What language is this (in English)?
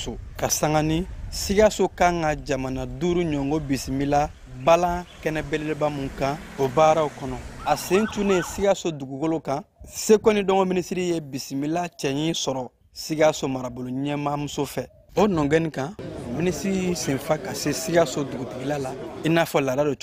Bambara